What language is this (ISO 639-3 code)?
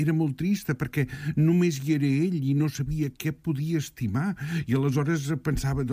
cat